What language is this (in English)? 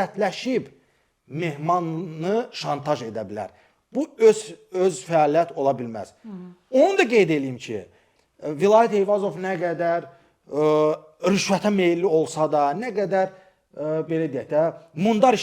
Azerbaijani